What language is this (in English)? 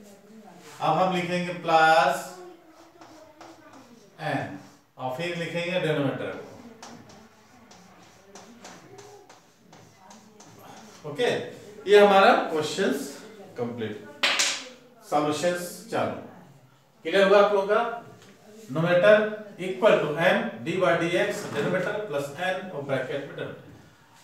Hindi